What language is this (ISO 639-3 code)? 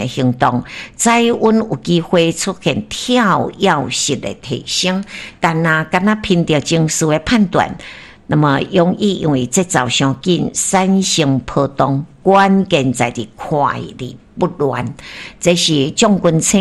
nan